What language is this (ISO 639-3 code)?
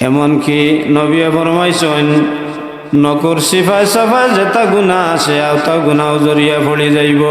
syl